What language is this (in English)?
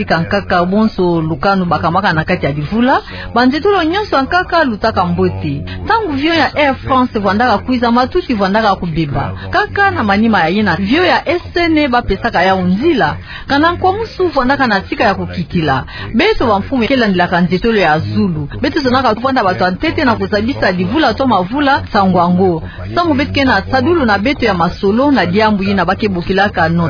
Kituba (Democratic Republic of Congo)